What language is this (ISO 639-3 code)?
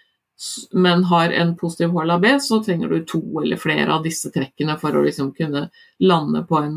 nor